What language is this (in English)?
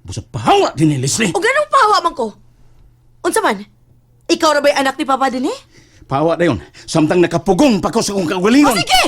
Cebuano